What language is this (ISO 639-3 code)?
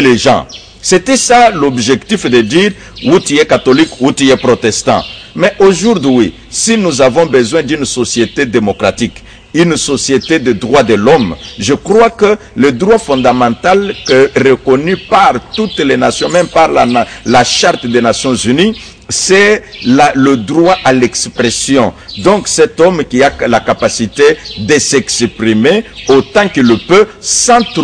fra